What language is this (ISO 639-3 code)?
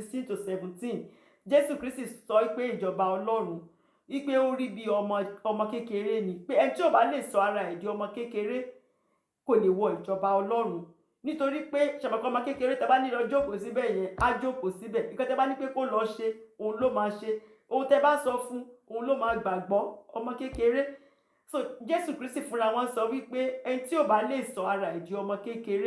yor